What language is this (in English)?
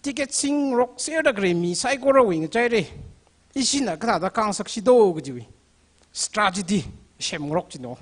Tangkhul Naga (India)